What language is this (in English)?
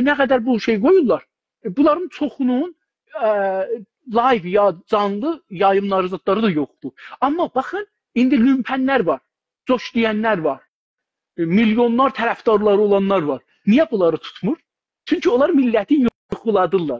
South Azerbaijani